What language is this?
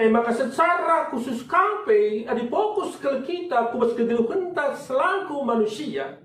Batak Karo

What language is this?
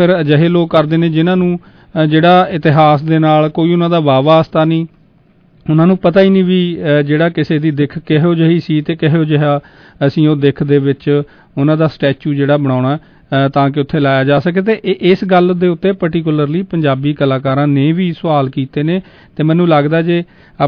Punjabi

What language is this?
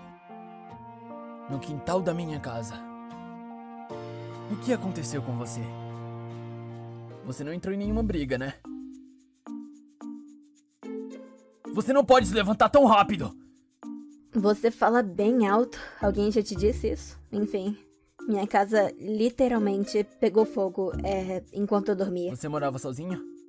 Portuguese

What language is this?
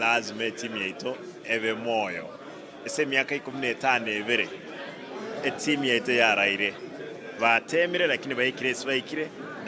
Gusii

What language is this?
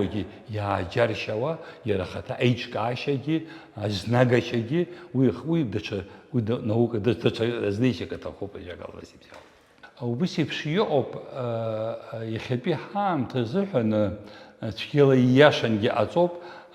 Abkhazian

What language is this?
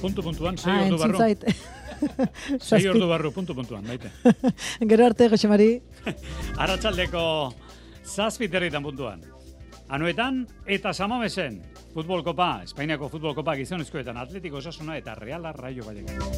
Basque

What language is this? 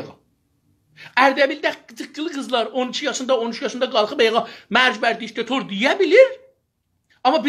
South Azerbaijani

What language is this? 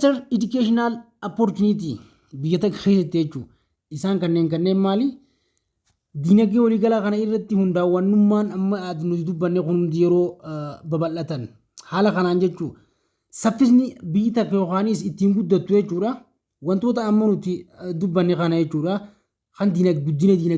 Oromo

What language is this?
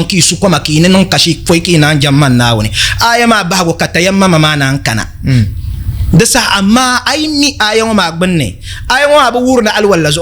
Dagbani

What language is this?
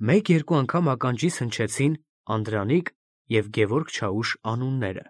Armenian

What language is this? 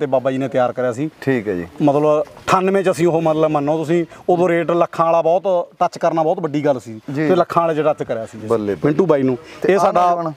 Punjabi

